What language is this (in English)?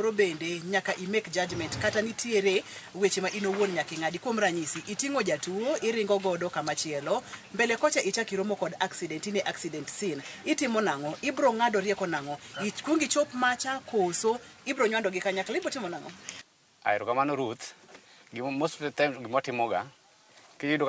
Luo (Kenya and Tanzania)